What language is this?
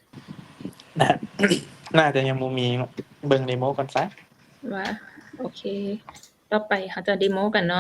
Lao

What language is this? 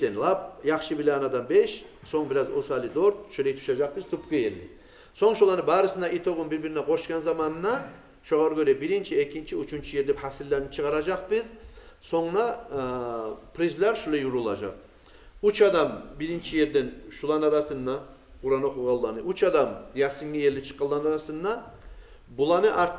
Kumyk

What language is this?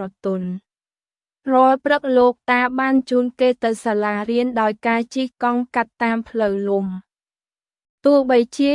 Khmer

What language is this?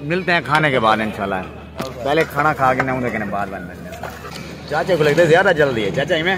Saraiki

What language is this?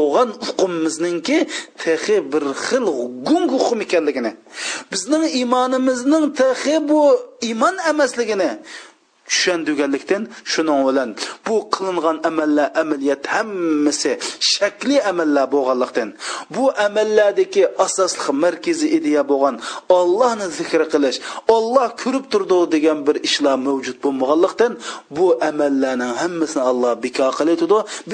Uyghur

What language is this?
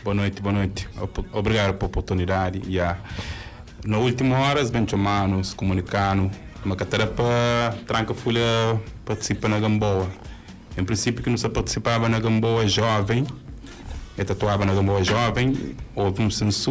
Kabuverdianu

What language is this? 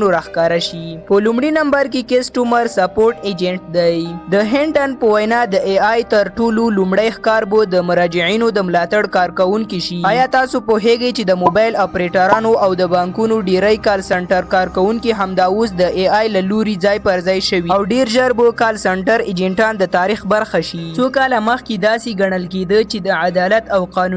Pashto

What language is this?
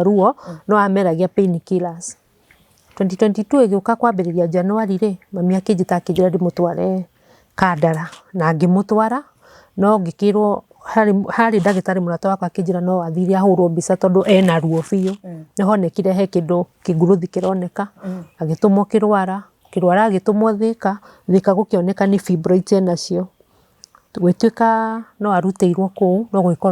Kikuyu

